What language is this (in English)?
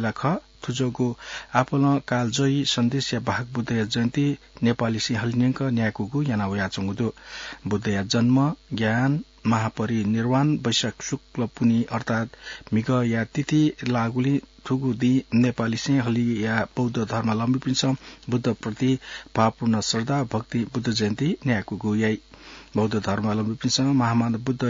Newari